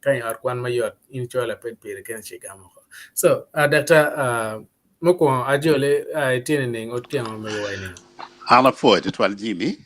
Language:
Acoli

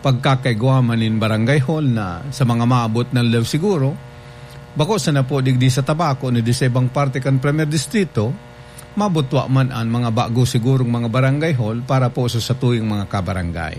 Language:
Bikol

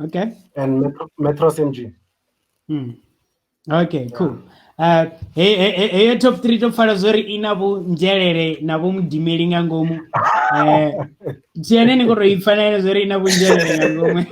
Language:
Venda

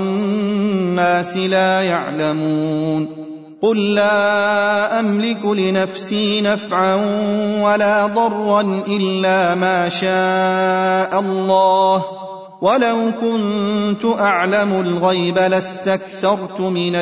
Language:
Arabic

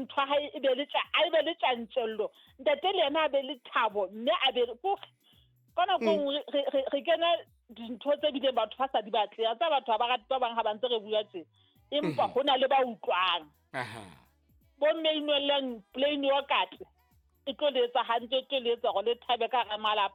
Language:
Southern Sotho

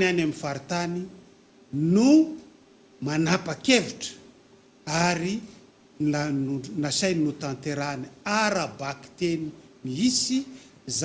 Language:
Malagasy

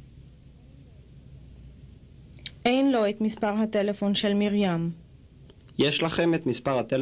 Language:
Hebrew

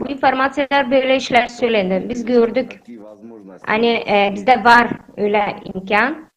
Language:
Gagauz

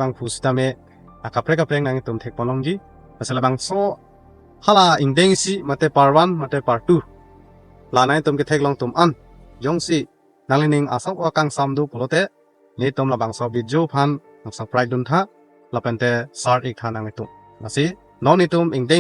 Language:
Karbi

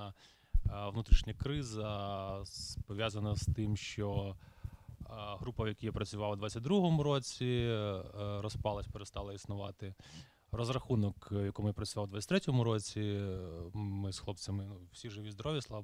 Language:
Ukrainian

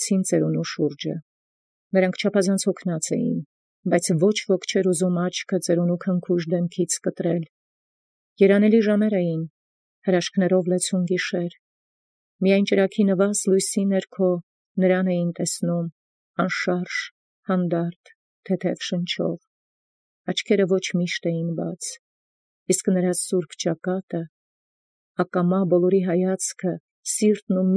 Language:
Armenian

